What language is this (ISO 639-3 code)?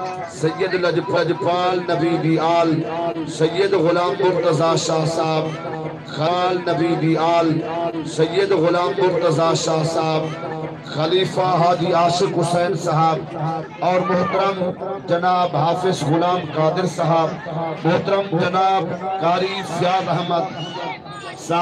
skr